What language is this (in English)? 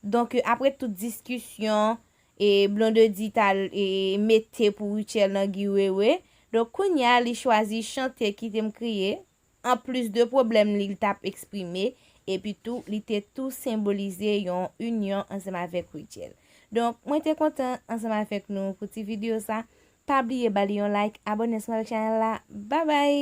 Haitian Creole